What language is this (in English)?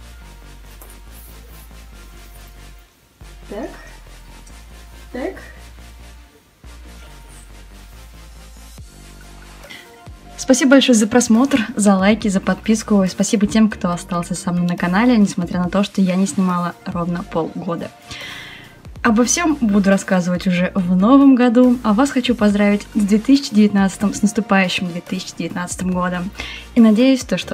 Russian